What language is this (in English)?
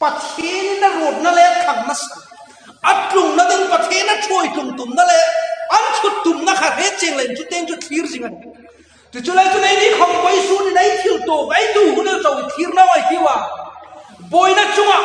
Hmar